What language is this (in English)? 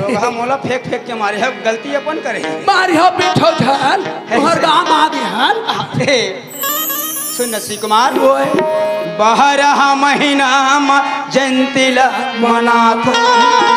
Chhattisgarhi